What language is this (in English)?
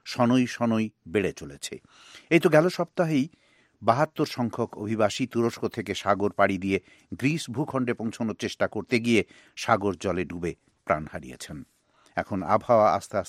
Bangla